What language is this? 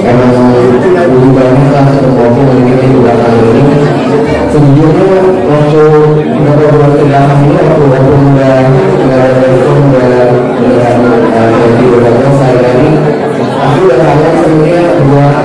Batak Angkola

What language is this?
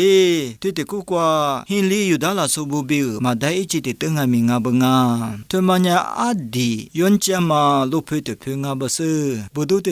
Lisu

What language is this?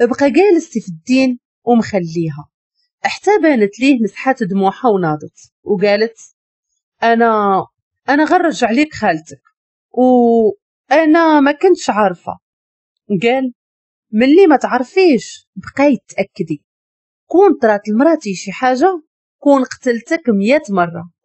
Moroccan Arabic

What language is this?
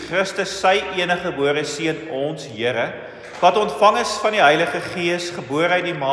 Afrikaans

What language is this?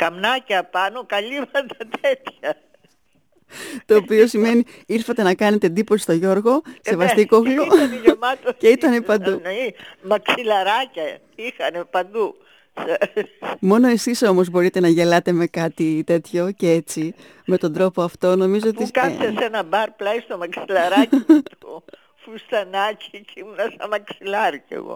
Greek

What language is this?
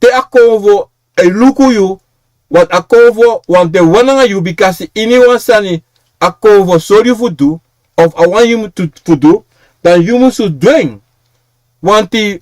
Sranan Tongo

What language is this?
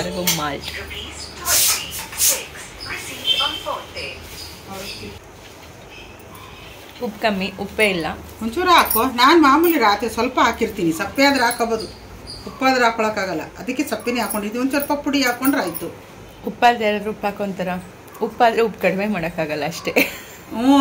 Kannada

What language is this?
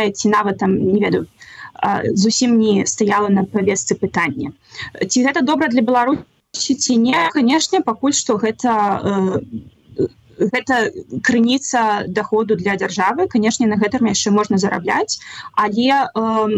Belarusian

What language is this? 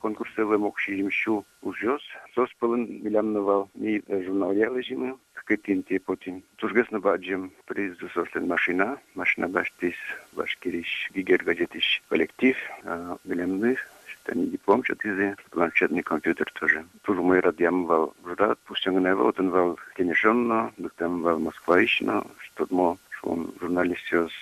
Udmurt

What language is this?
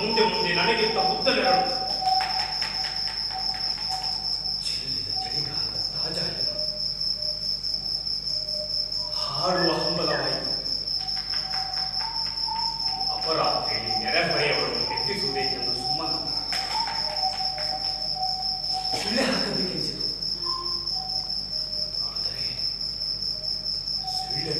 Kannada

